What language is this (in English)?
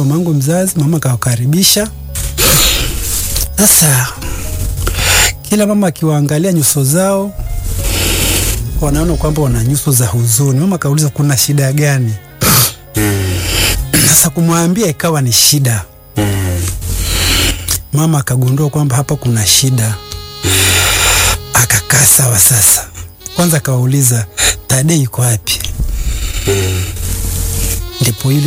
Swahili